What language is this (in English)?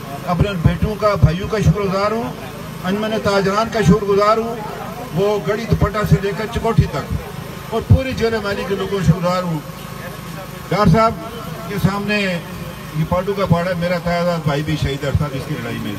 Urdu